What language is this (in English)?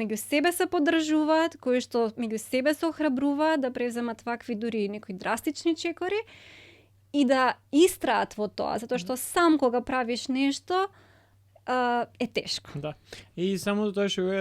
Macedonian